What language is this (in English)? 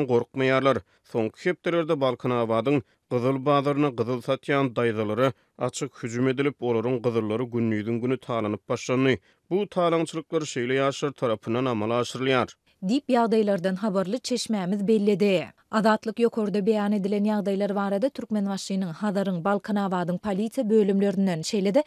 Turkmen